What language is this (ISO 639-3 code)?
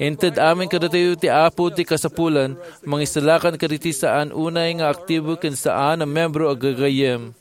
ilo